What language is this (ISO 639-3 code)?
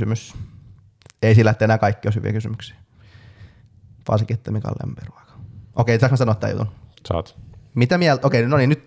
fin